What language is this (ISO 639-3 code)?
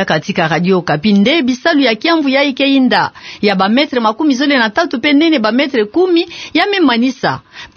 ktu